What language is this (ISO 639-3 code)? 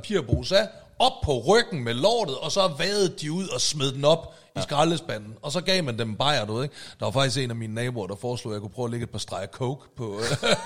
dan